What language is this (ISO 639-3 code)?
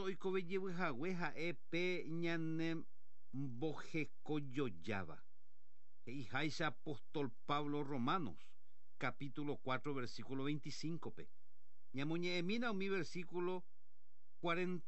grn